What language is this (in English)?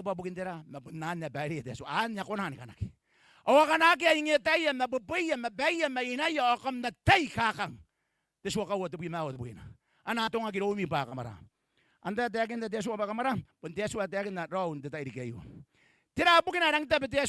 Gilbertese